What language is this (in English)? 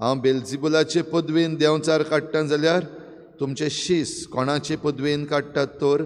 Konkani